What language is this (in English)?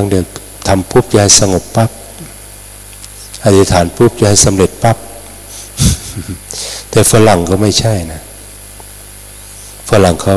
Thai